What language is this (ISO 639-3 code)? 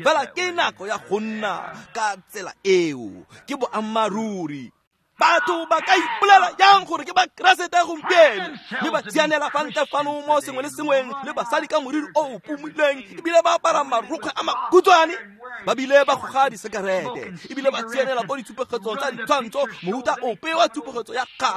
tsn